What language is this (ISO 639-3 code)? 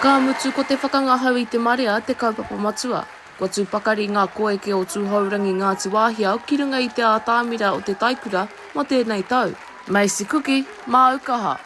mri